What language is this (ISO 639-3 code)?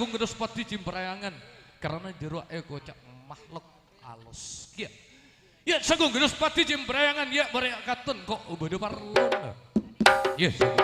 mad